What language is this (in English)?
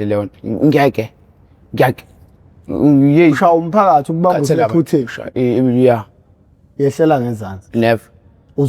Zulu